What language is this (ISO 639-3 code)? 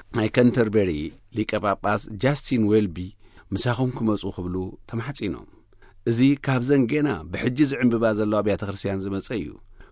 tir